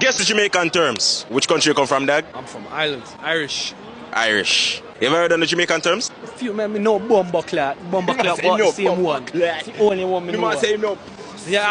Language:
Jamaican Creole English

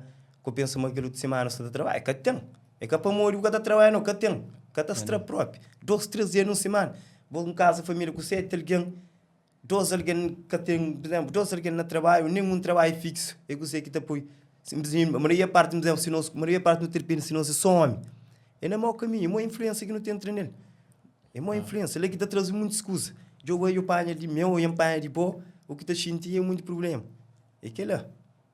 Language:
Kabuverdianu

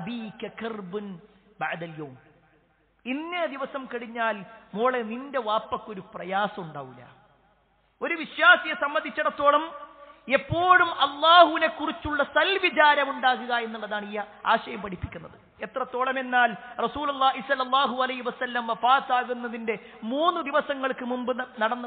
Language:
Malayalam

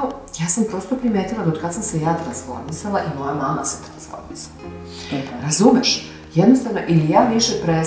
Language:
Serbian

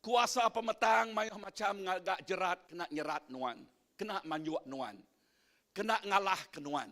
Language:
Iban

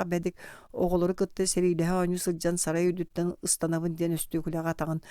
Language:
Yakut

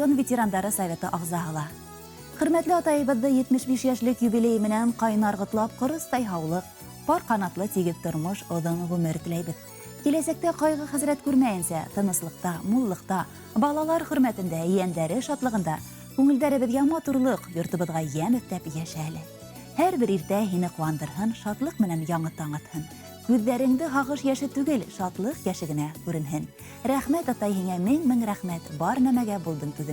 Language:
Bashkir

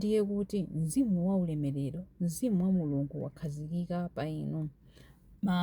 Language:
Nyanja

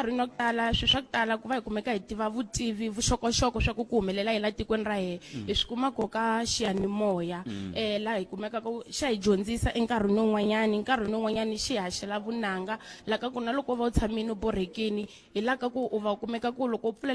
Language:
Tsonga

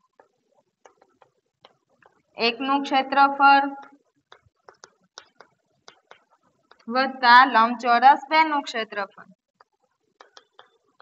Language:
Gujarati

